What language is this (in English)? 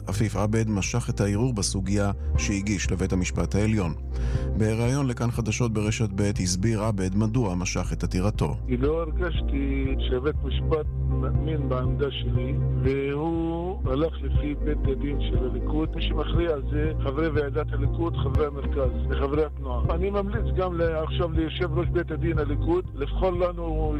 Hebrew